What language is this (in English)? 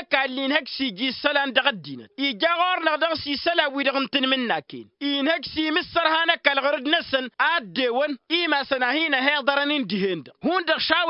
Tamasheq